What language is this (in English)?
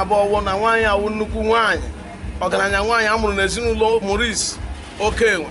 Igbo